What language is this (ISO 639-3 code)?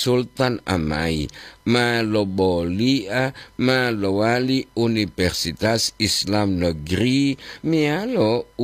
gor